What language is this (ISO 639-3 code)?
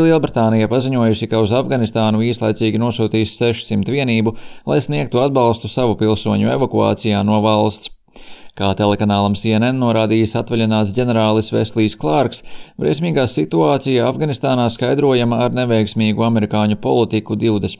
lav